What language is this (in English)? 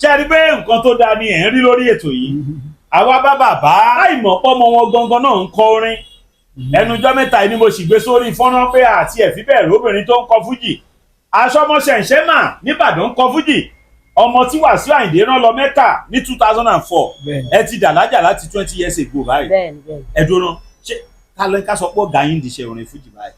Yoruba